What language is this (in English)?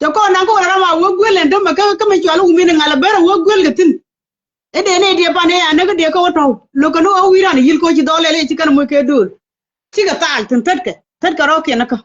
Nuer